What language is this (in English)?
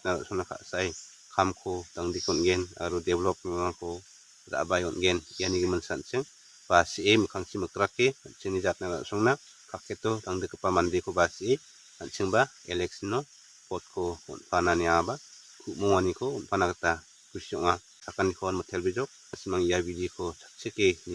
Garo